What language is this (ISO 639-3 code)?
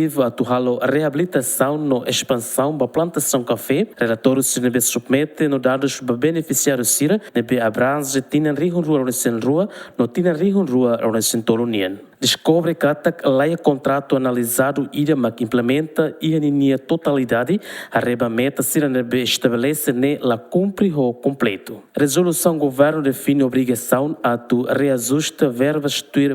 tet